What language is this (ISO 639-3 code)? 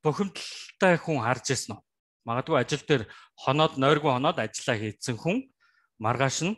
mon